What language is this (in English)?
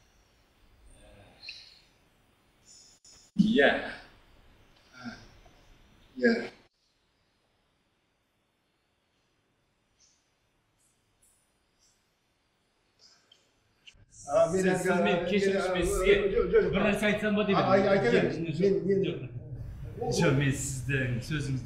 Kazakh